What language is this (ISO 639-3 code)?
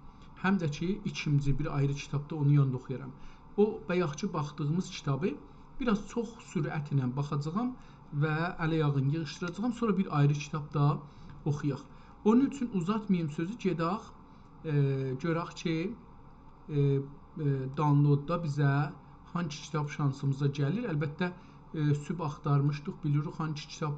azb